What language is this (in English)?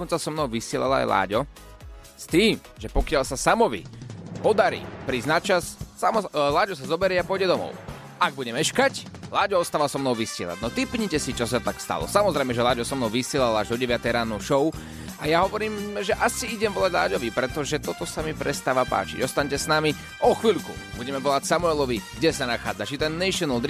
Slovak